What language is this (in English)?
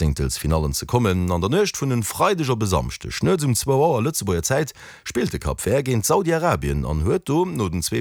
Luxembourgish